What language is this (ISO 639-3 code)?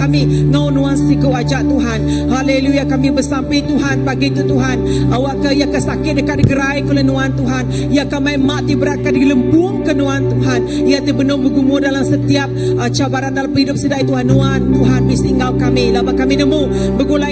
iba